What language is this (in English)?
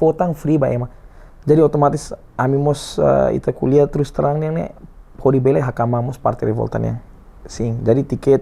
Tetum